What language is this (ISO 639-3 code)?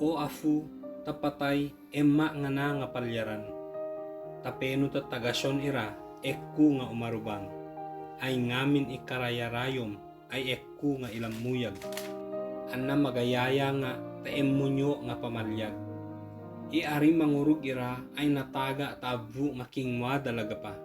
ibg